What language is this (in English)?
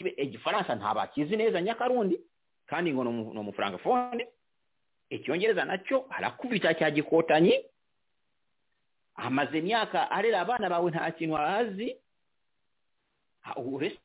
Kinyarwanda